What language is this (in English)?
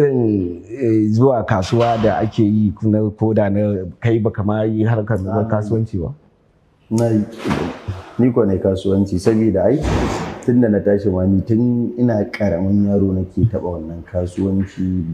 Hausa